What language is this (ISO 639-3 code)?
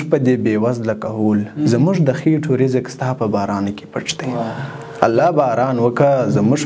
pus